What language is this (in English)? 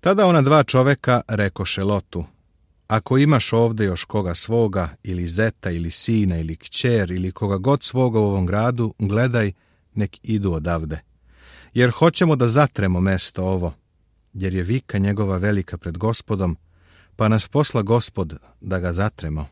Serbian